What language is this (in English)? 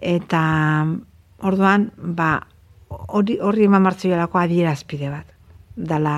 Basque